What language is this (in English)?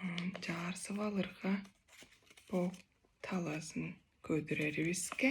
Tuvinian